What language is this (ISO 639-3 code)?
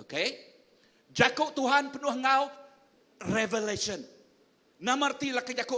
iba